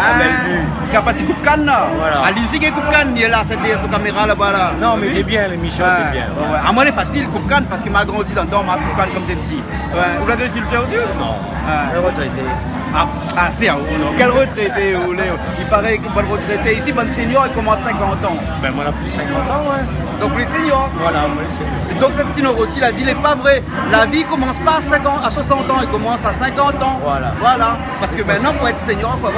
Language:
Réunion Creole French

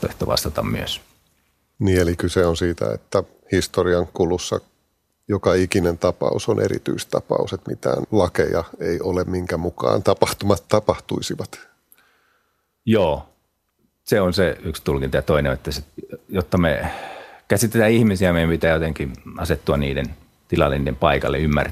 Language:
Finnish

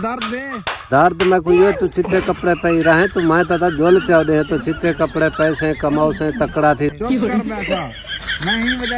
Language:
Saraiki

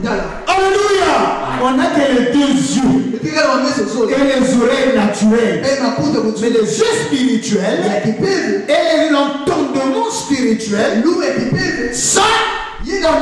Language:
French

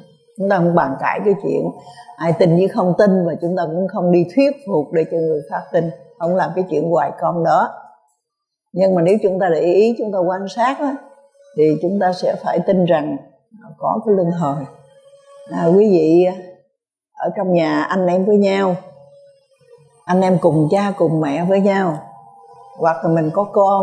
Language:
Vietnamese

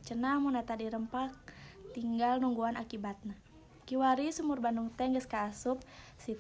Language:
Sundanese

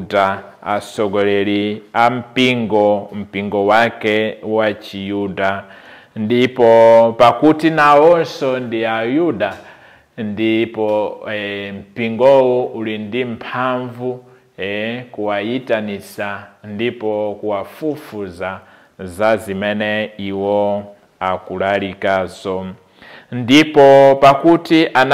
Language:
Nyanja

